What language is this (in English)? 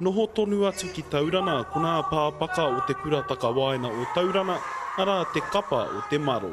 Māori